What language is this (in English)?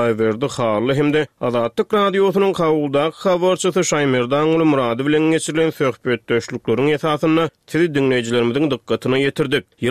Turkmen